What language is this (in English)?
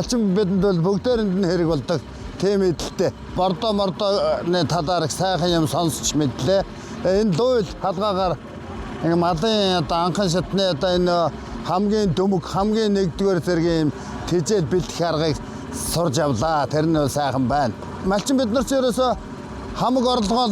Mongolian